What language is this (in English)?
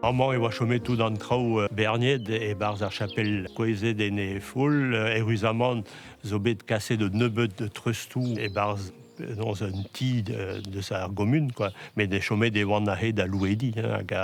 Breton